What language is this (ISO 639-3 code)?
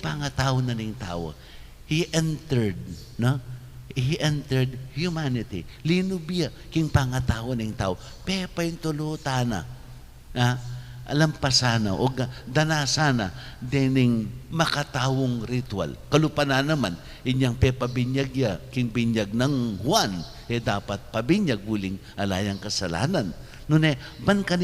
pam